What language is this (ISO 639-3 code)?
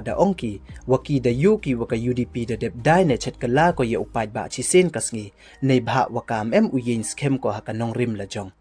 pbv